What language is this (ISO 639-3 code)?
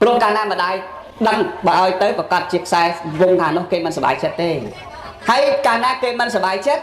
khm